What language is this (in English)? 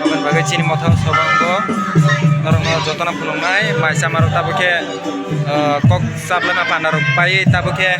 Kok Borok